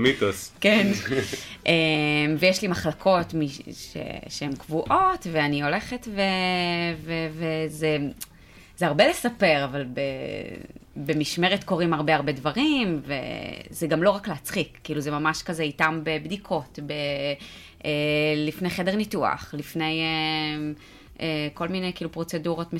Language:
Hebrew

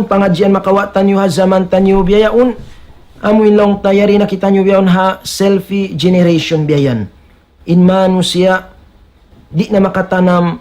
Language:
Tausug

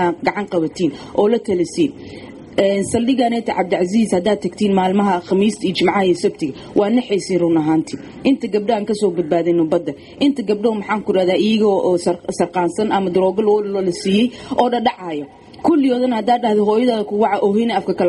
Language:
Somali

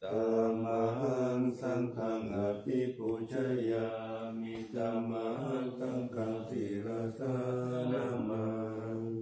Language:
Pali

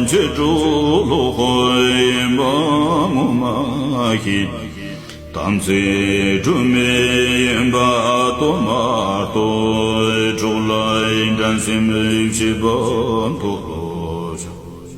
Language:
Tibetan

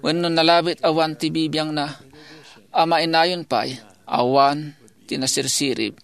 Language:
Iloko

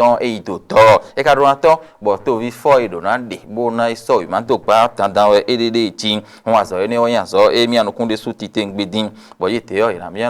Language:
Fon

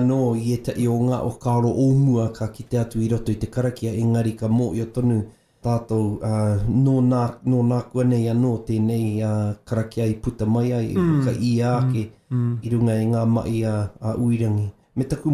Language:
Māori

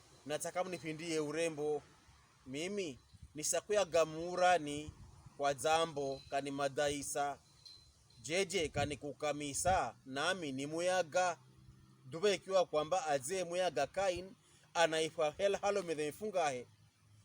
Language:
Pokomo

